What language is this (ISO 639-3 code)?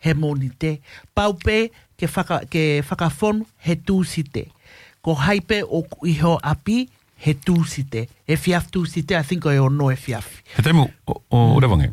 ton